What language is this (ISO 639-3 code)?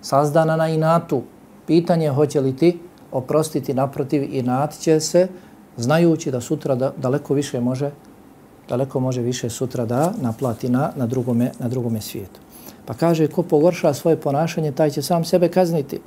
bos